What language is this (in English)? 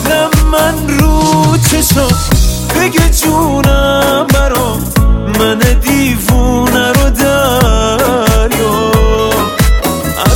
Persian